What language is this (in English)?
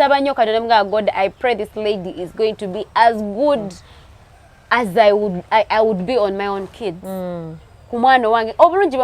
Ganda